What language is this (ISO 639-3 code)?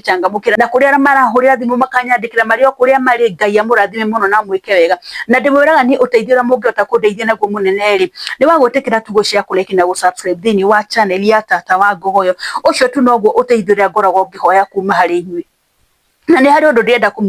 kik